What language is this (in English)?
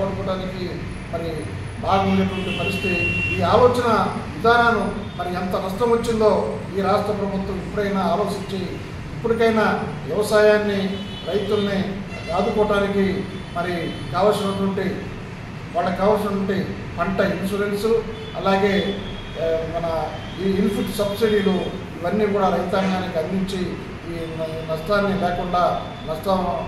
Telugu